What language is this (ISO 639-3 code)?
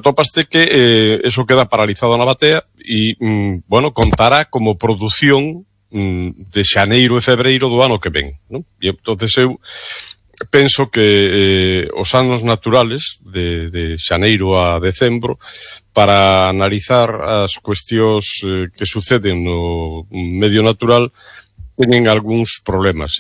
glg